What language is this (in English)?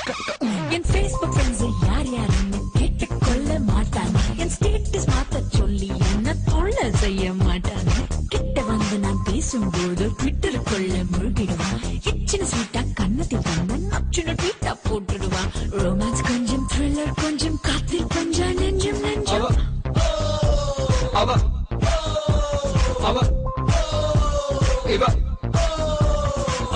Tamil